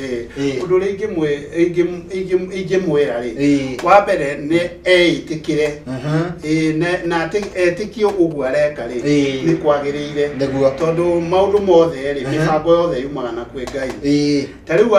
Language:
Kikuyu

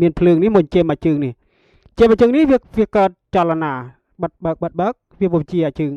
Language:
Khmer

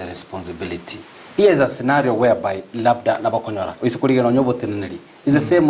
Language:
Gusii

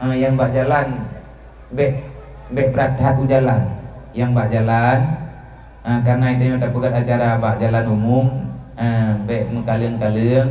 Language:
Achinese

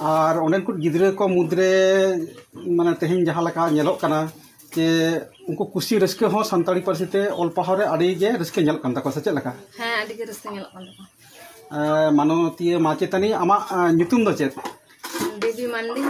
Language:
Santali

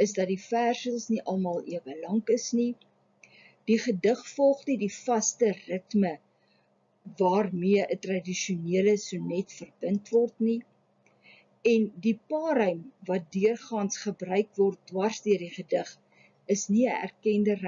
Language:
Afrikaans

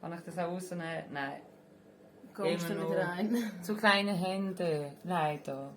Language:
Swiss German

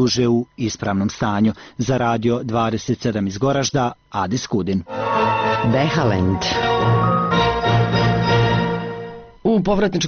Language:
Bosnian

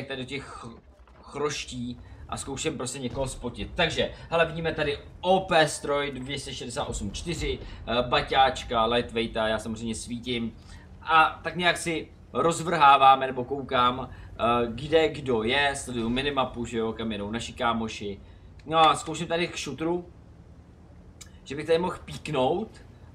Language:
Czech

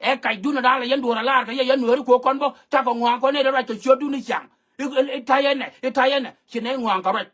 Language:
Nuer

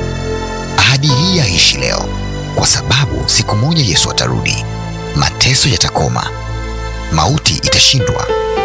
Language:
Swahili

